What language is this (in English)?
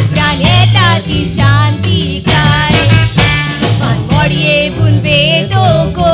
Konkani